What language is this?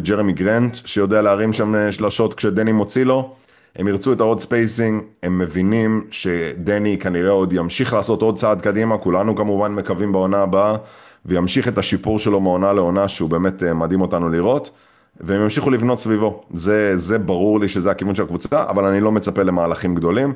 Hebrew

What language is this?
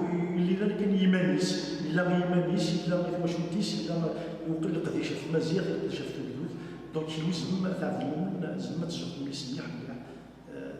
Kabyle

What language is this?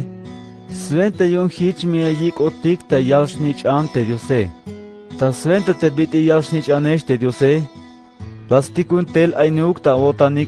Tzeltal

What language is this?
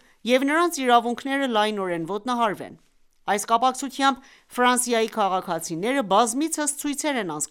Armenian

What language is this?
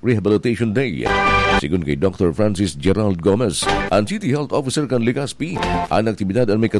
Bikol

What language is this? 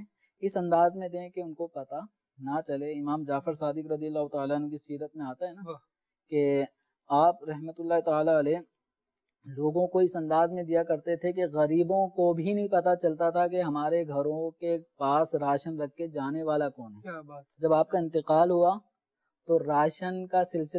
Urdu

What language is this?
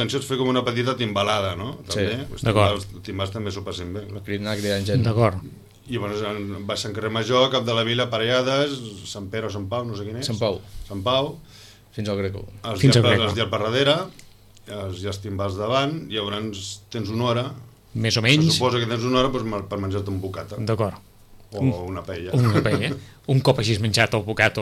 Catalan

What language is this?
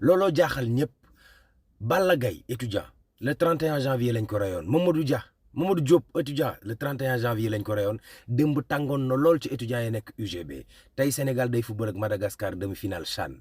Wolof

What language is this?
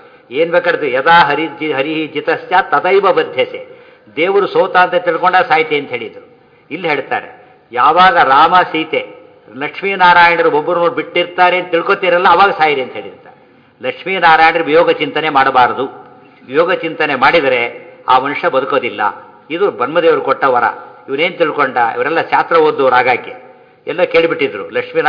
Kannada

